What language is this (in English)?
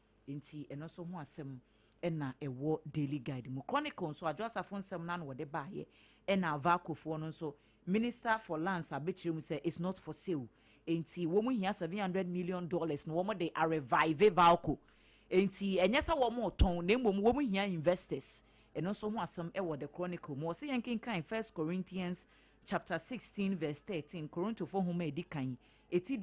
Akan